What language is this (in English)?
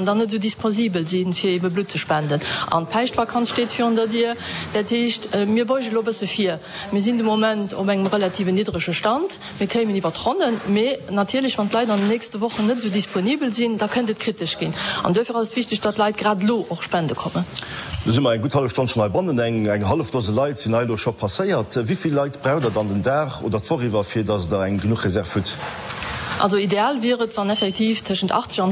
Luxembourgish